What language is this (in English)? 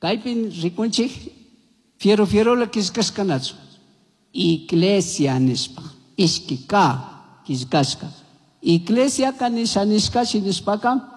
Chimborazo Highland Quichua